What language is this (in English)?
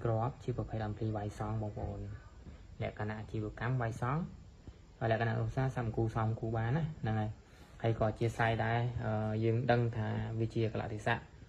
Khmer